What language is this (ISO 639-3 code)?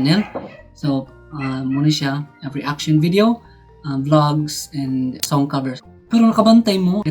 ceb